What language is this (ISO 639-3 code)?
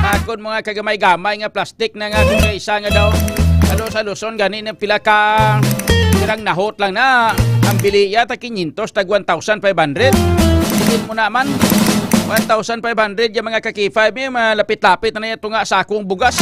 hil